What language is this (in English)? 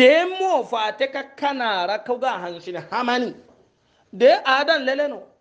Hausa